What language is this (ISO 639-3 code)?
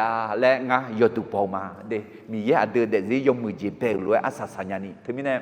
ahk